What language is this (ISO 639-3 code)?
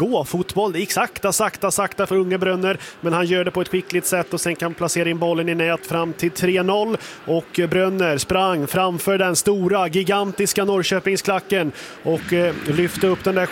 swe